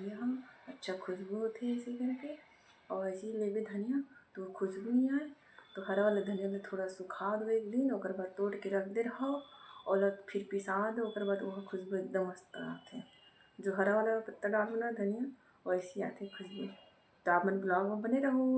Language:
Chhattisgarhi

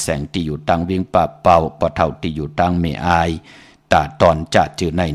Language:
Shan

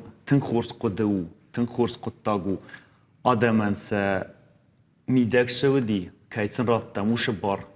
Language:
Ossetic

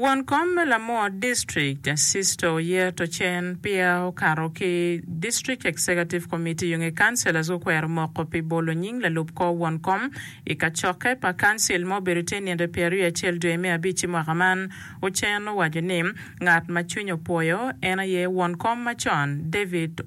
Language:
Acoli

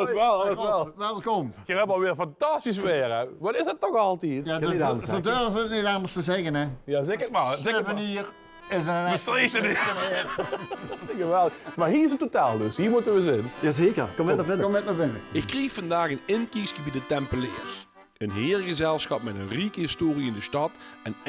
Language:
Limburgish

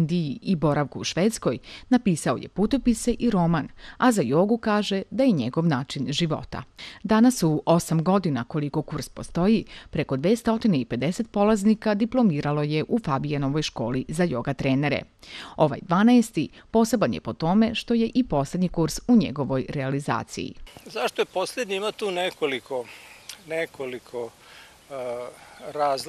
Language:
Serbian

